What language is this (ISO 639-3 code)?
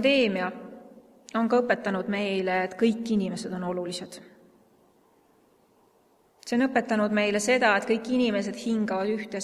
est